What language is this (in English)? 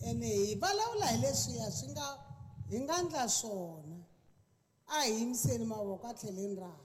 Tsonga